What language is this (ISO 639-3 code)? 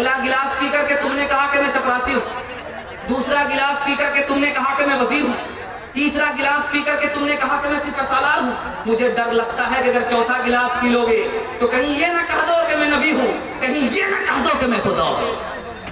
urd